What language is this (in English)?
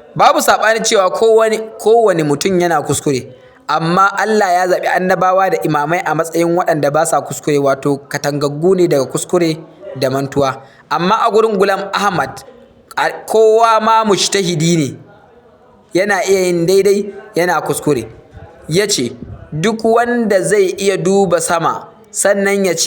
Hausa